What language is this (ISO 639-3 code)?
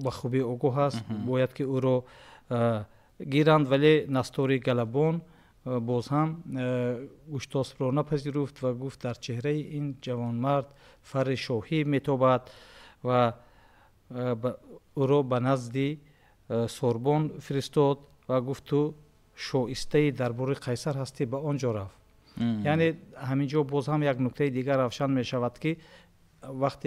tgk